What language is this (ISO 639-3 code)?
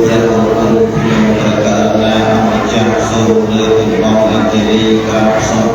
khm